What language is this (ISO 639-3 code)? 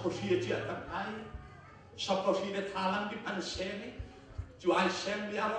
cnh